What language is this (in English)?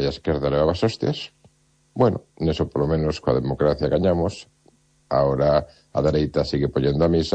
Galician